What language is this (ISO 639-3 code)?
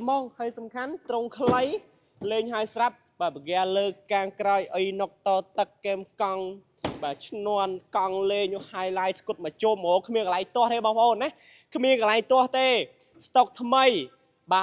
khm